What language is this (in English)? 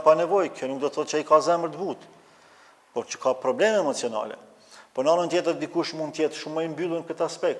Albanian